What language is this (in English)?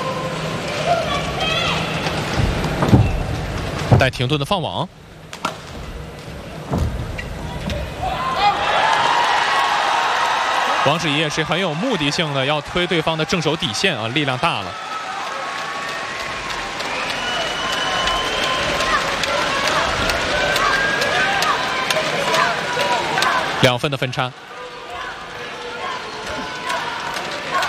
Chinese